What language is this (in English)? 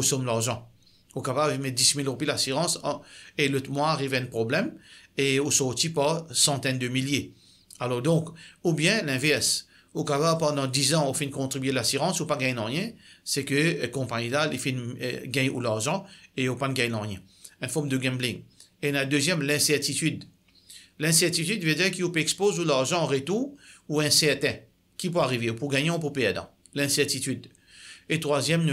Morisyen